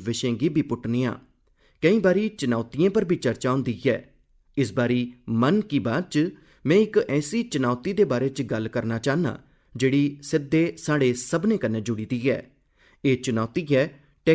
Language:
Dogri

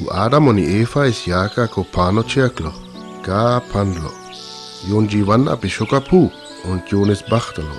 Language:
Sinte Romani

